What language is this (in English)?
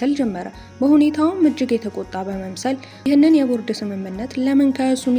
Amharic